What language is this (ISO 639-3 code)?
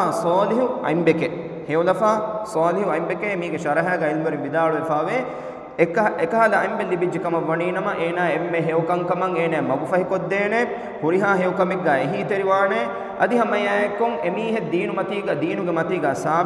div